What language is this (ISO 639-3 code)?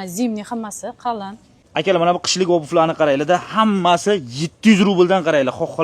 uzb